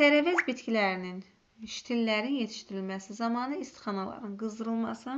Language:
Azerbaijani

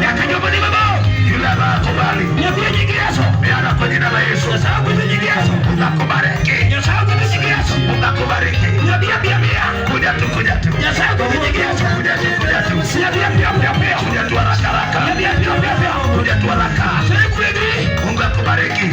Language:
Luo (Kenya and Tanzania)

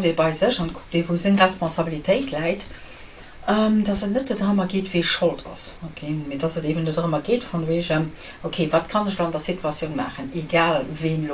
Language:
Luxembourgish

